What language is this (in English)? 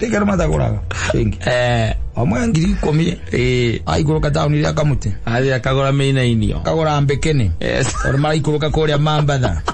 Kikuyu